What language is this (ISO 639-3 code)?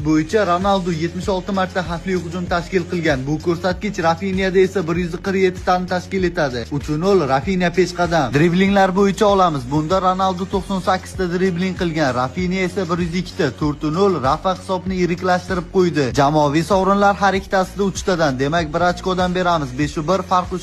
uzb